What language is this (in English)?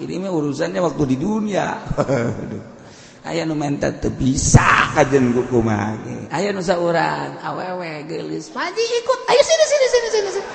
Sundanese